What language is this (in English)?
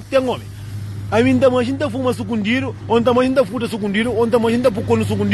Kabuverdianu